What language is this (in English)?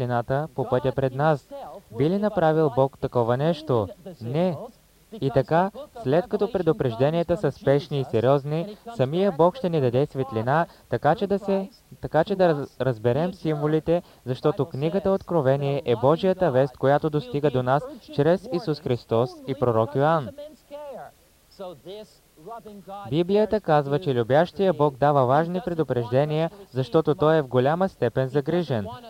Bulgarian